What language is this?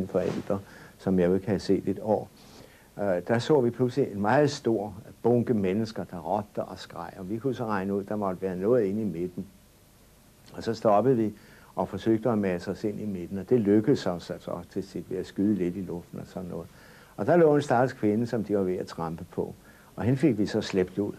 Danish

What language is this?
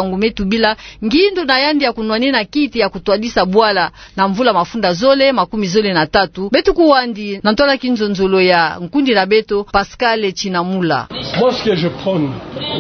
Kituba (Democratic Republic of Congo)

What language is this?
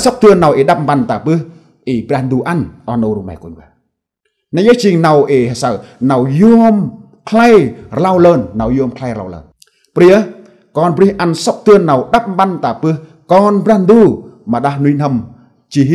Central Mnong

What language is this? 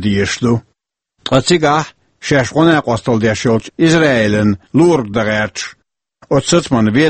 Chechen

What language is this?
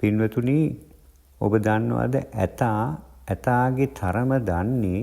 Sinhala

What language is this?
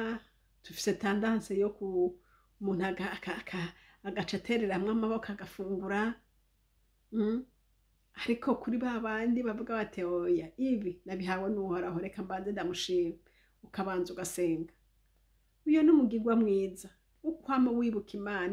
Rundi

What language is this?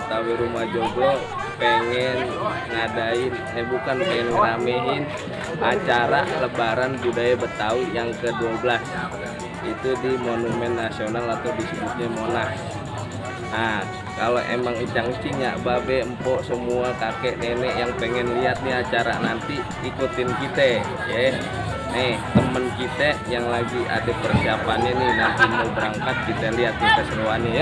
Betawi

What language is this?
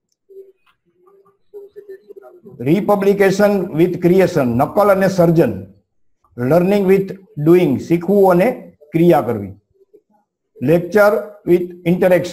Gujarati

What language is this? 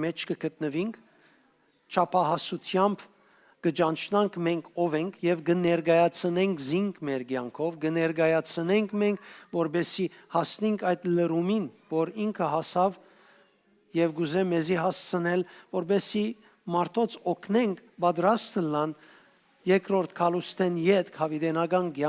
Western Armenian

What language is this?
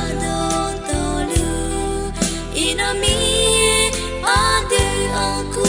Akha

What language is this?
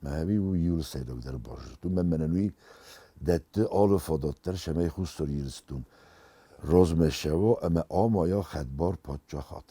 Ossetic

